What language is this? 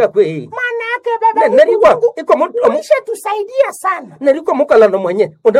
Nande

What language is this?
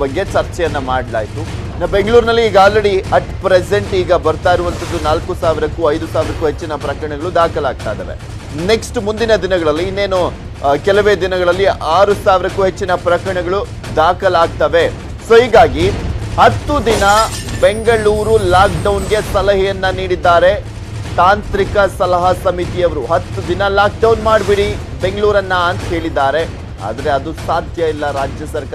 Kannada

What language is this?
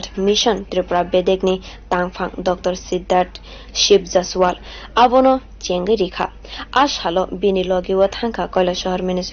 Kok Borok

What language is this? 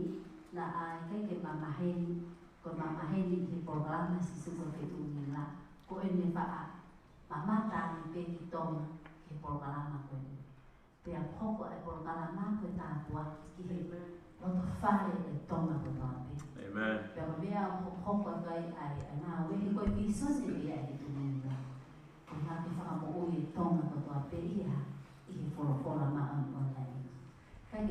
Tongan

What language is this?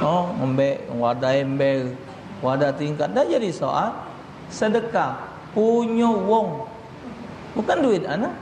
Musi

